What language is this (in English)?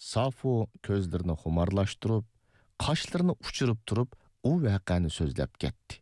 Uyghur